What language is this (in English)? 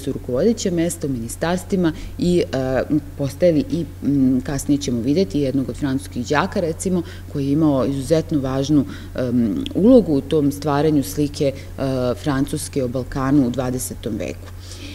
Serbian